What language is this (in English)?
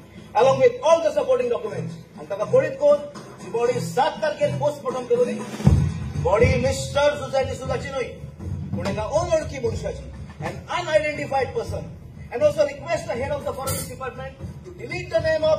Konkani